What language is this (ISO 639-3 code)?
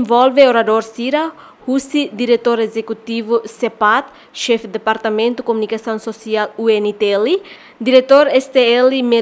tet